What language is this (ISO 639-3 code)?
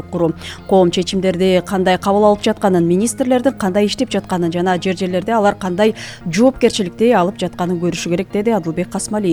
kir